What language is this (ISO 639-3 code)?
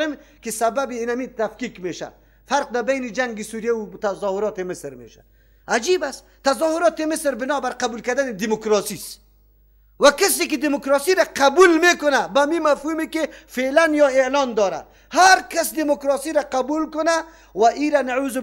fas